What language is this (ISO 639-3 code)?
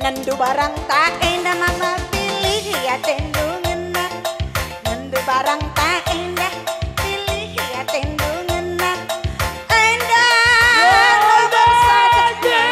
btx